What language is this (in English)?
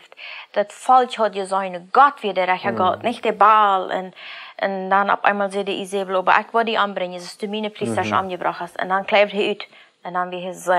Plautdietsch